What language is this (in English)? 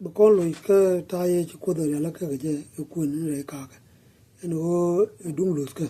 Nuer